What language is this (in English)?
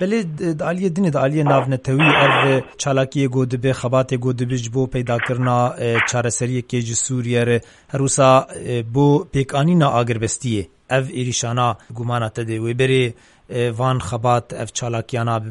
Kurdish